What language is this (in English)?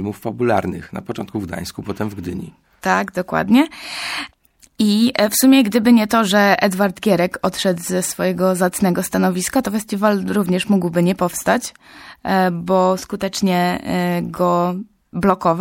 Polish